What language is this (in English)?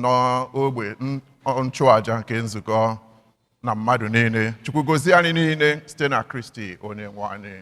Igbo